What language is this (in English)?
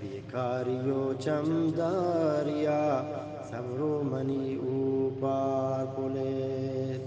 Eastern Balochi